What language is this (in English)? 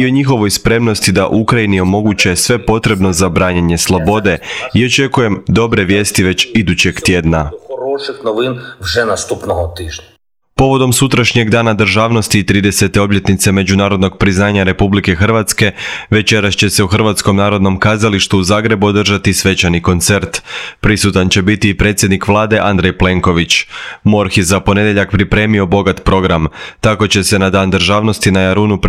Croatian